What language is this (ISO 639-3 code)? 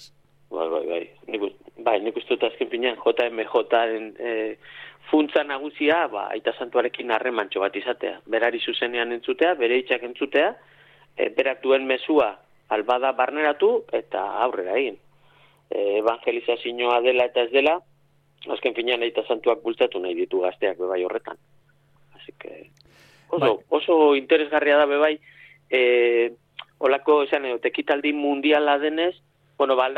eus